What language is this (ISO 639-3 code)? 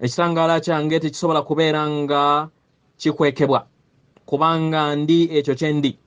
lug